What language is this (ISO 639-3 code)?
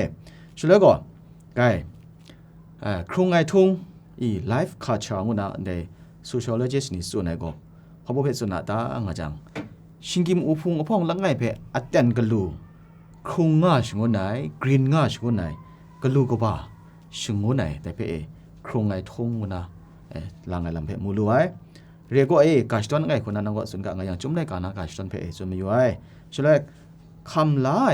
kac